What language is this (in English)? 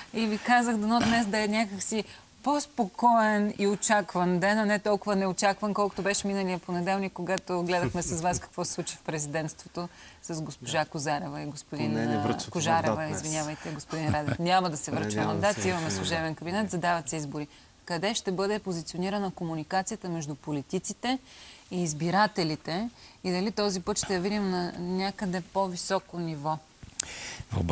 Bulgarian